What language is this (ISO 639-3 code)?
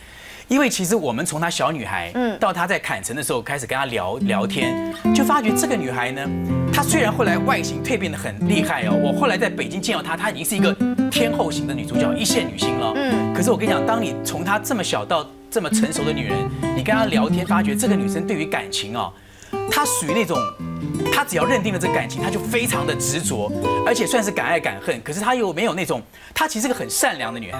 zho